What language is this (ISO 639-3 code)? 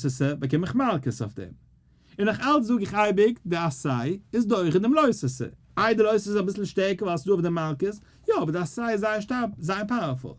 yid